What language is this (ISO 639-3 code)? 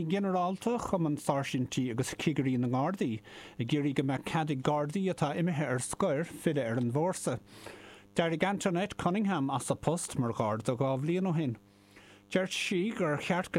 gle